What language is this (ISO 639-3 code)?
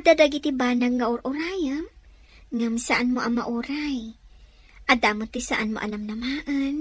ilo